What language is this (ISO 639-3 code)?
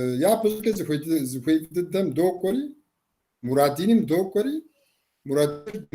kbd